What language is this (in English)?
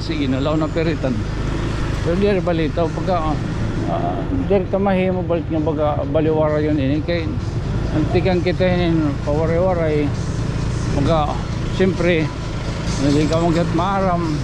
Waray